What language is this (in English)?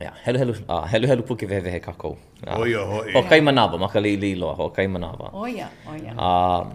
Hawaiian